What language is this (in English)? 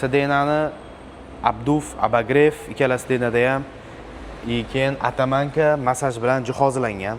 Uzbek